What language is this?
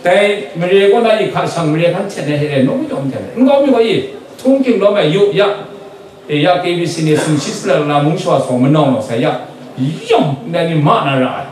Kachin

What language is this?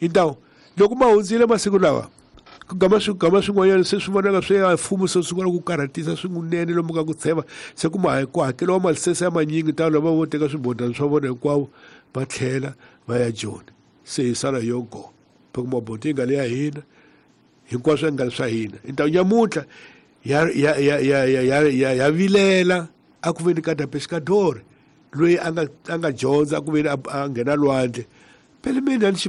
Tsonga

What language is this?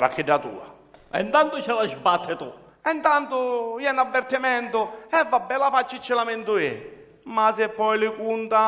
Sicilian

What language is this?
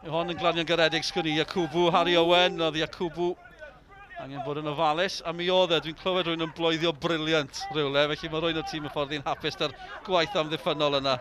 Welsh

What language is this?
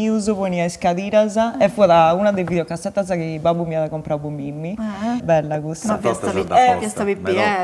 Sardinian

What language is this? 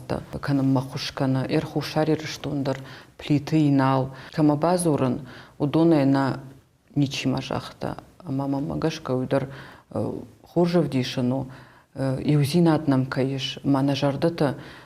Ossetic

